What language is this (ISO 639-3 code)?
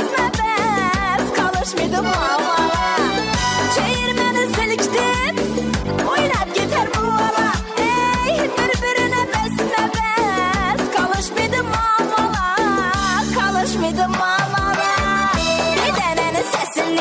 kaa